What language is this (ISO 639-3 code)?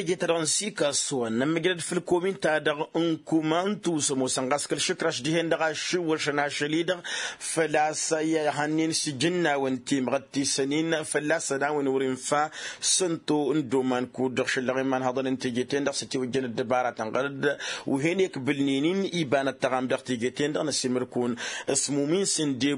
taq